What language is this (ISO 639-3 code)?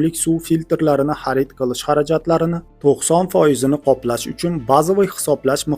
uzb